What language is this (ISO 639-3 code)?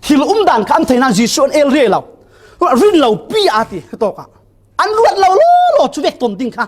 cfm